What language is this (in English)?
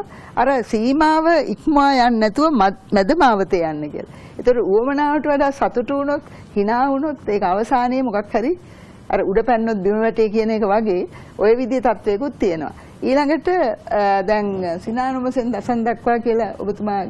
Sinhala